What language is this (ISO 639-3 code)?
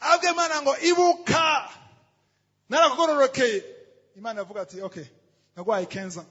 run